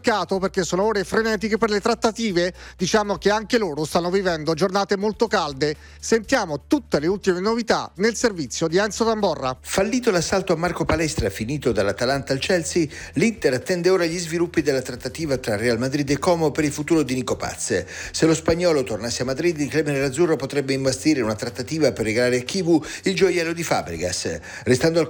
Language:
Italian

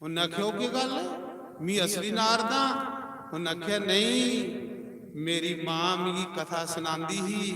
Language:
Dogri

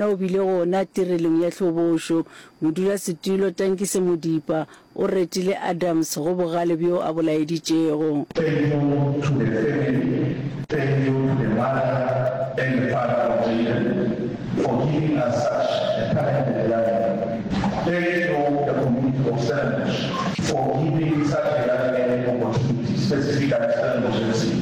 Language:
Northern Sotho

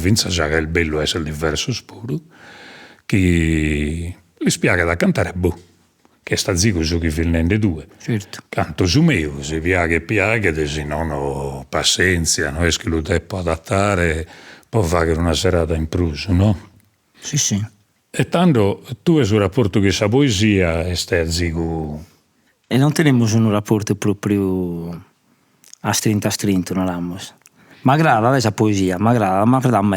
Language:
Sardinian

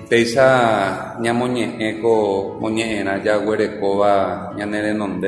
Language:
Guarani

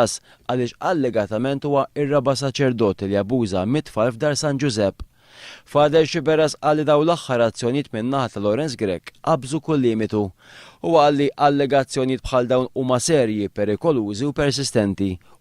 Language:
Maltese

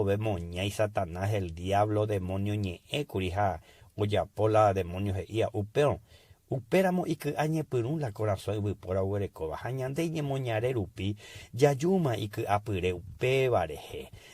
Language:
Guarani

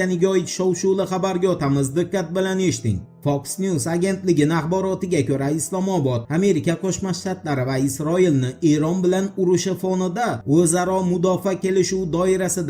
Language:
Uzbek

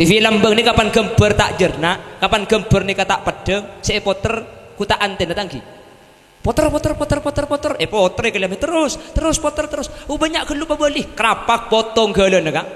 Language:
Madurese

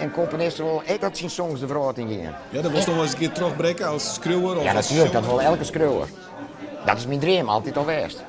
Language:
Western Frisian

